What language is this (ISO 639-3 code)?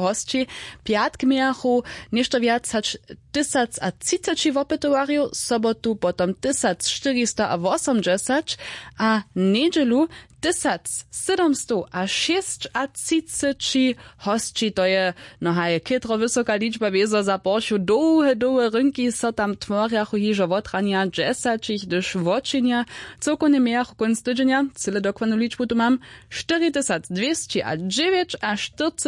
hsb